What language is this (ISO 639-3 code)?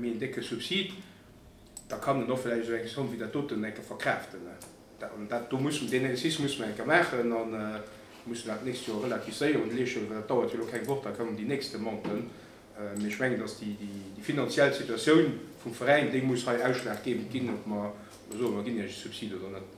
ltz